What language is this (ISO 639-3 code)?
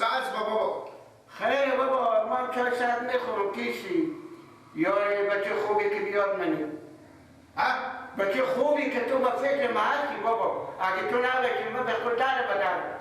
fas